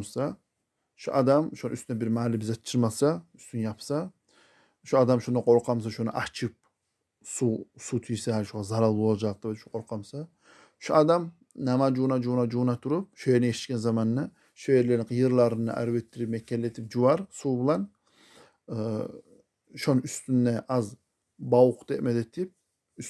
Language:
Kumyk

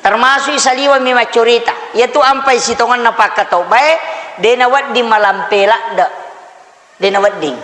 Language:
Buginese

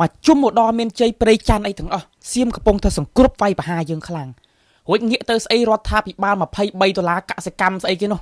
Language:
Khmer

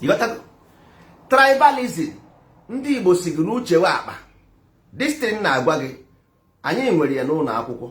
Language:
Igbo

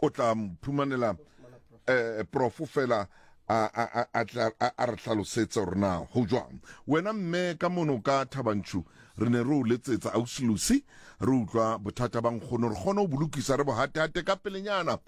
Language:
Southern Sotho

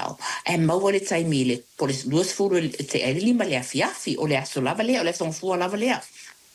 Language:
Samoan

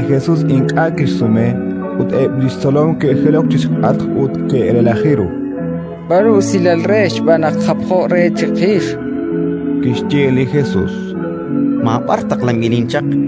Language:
Kekchí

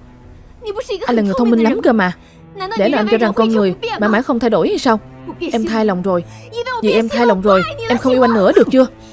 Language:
Vietnamese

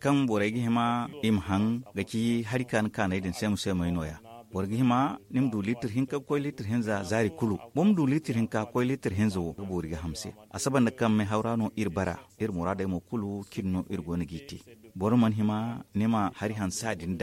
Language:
Zarma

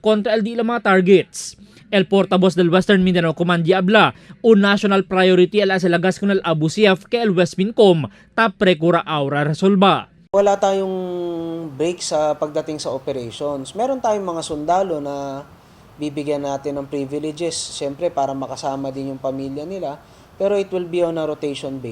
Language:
Chavacano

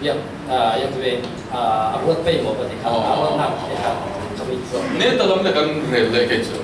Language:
Falam Chin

